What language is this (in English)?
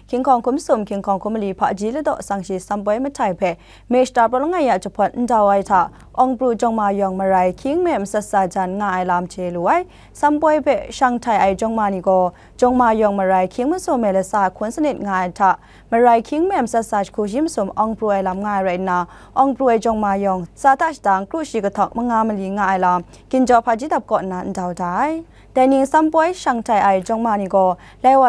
Kachin